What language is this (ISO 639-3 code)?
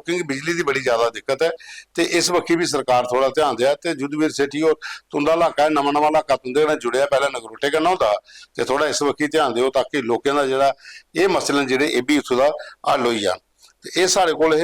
doi